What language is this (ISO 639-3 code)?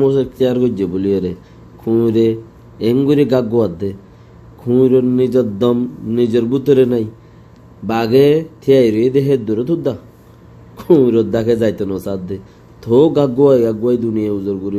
rhg